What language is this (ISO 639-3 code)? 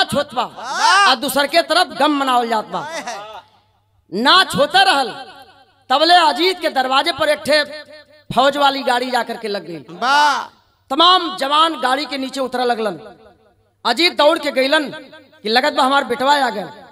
bho